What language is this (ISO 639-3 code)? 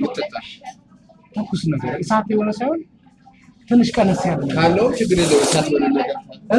amh